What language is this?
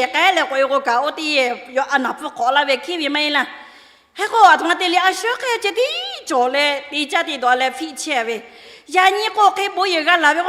Lahu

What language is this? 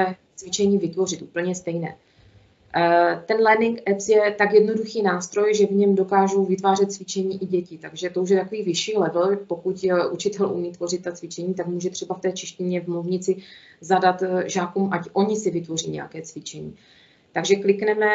Czech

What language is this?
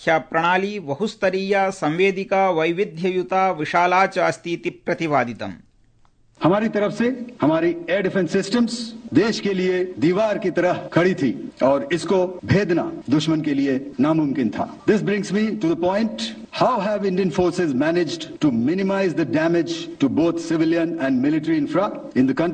Sanskrit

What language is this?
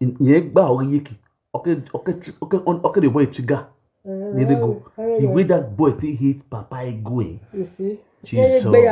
Nigerian Pidgin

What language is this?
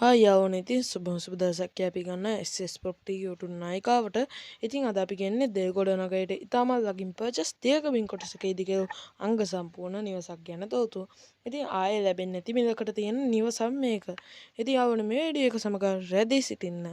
Sinhala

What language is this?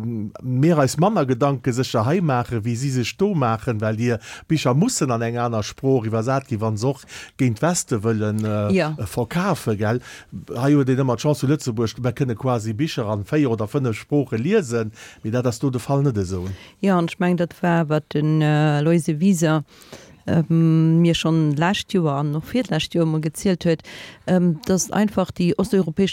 Luxembourgish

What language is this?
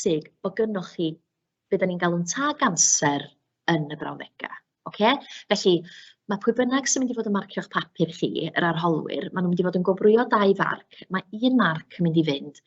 Welsh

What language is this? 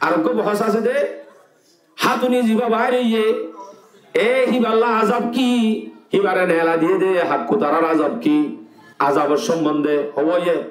Rohingya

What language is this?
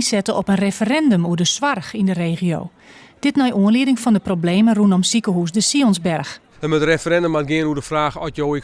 Western Frisian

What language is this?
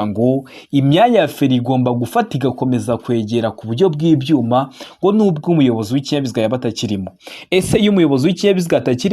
Kinyarwanda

